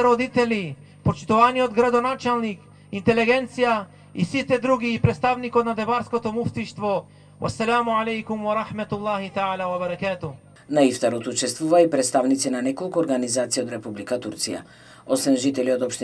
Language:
Macedonian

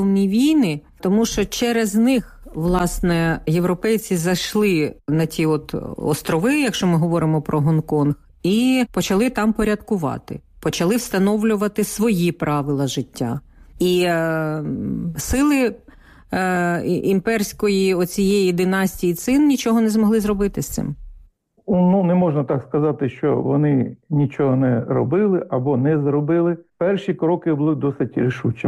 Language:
Ukrainian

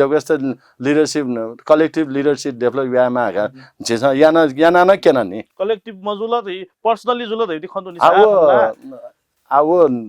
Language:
Newari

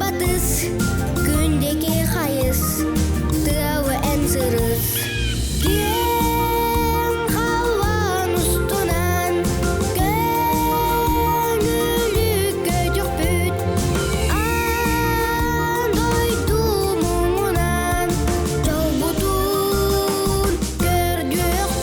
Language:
Yakut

